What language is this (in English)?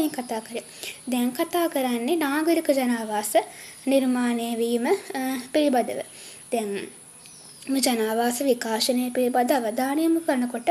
Sinhala